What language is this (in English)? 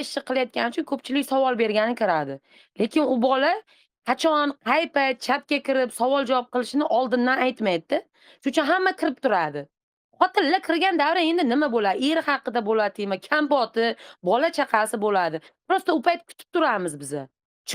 Uzbek